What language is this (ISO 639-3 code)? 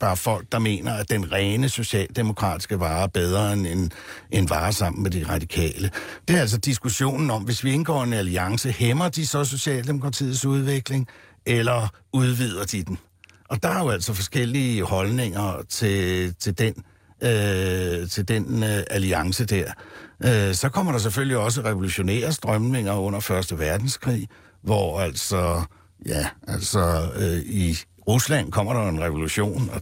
dan